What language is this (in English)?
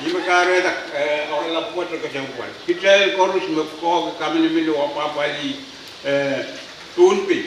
Pohnpeian